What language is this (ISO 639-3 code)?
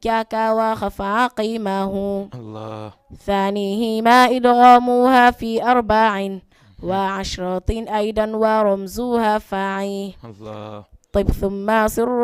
ful